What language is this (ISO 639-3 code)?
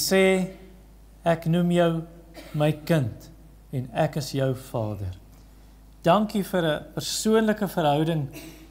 afr